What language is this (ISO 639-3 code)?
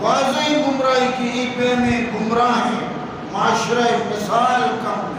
bgp